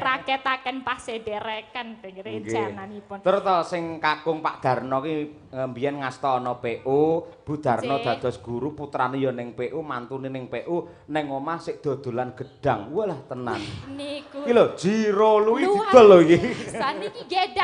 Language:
Javanese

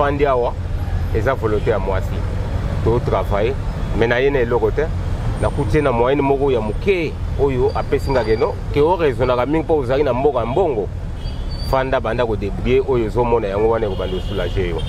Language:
Lingala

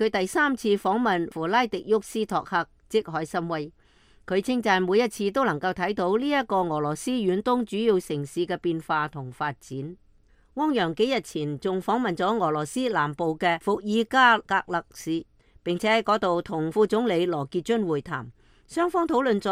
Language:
Cantonese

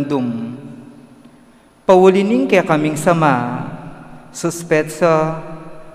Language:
Pampanga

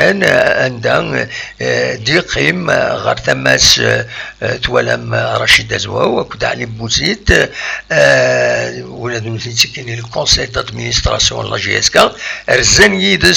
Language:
Kabyle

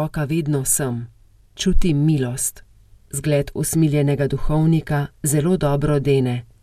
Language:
Slovenian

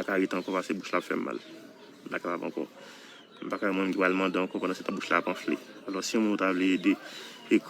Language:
Haitian Creole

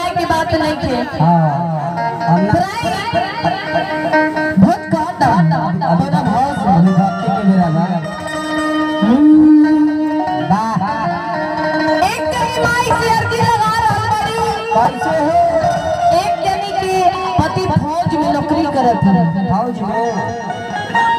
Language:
Bhojpuri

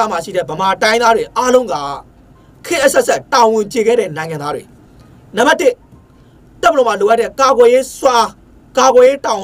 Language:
Burmese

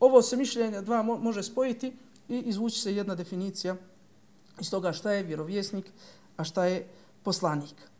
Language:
Bosnian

